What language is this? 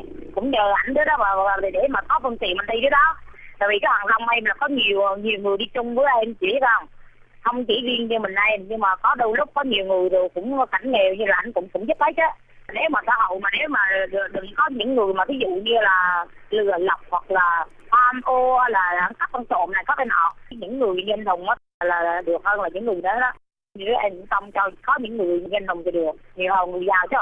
Vietnamese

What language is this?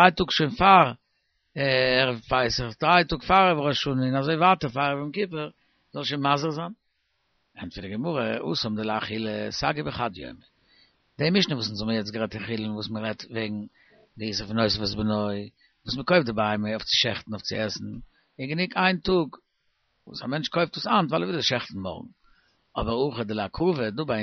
Yiddish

